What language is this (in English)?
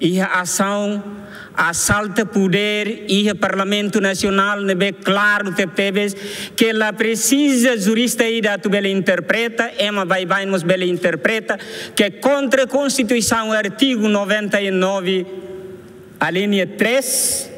Tetum